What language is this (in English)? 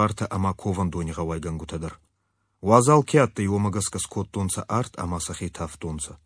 Ossetic